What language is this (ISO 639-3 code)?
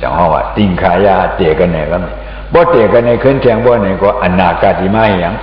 shn